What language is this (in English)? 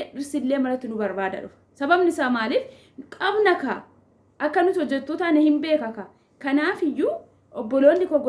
Oromo